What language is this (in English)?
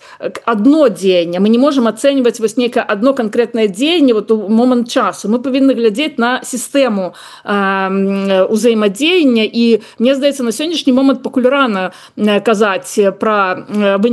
Belarusian